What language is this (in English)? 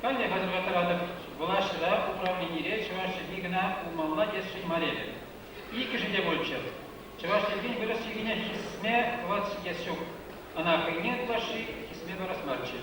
Chuvash